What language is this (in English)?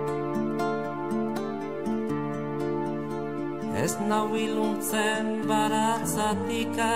Basque